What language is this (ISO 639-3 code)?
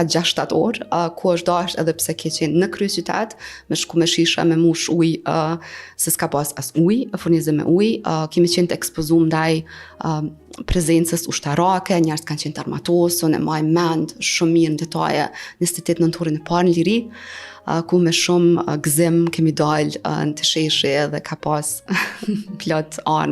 sqi